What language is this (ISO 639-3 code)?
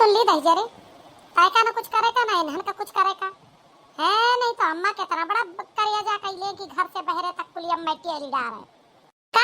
awa